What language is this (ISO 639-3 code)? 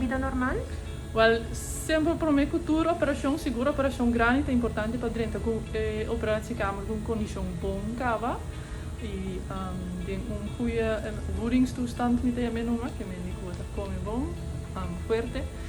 pap